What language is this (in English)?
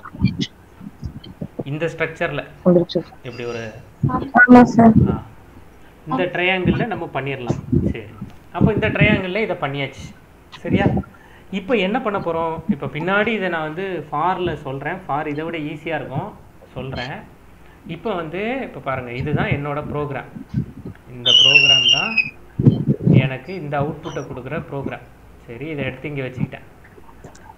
Tamil